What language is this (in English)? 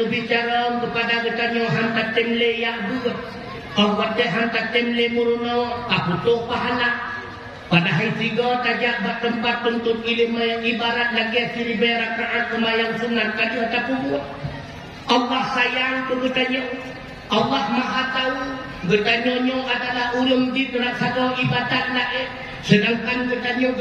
Achinese